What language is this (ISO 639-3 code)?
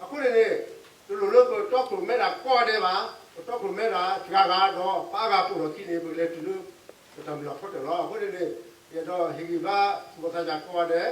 ksw